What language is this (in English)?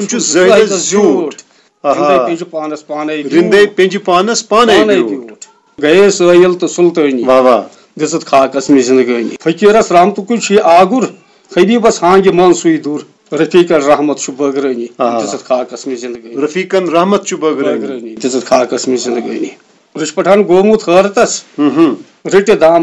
Kashmiri